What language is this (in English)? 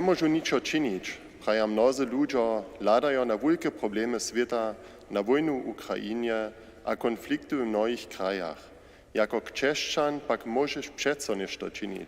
Upper Sorbian